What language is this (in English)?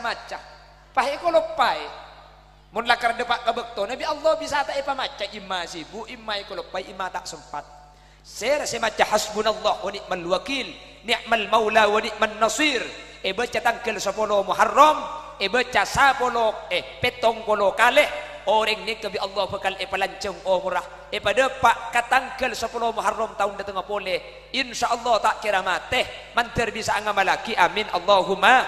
Madurese